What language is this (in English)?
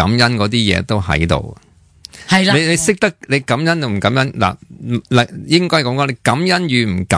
Cantonese